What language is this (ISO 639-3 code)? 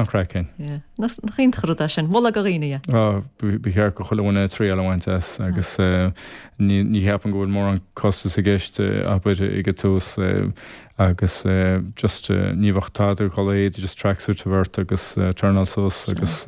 gle